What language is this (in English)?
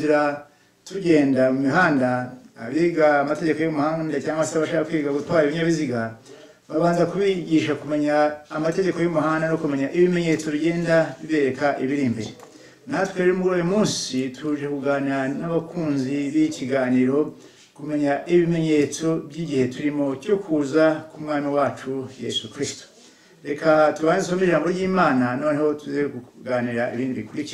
Kinyarwanda